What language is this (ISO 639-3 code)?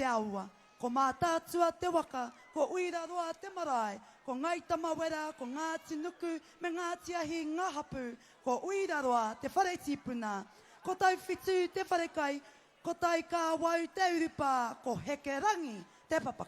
mri